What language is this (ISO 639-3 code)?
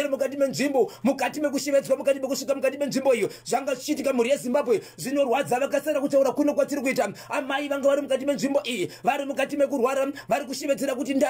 sna